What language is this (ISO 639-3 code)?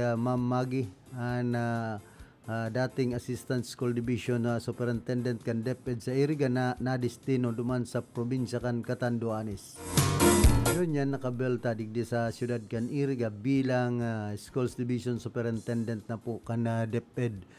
bik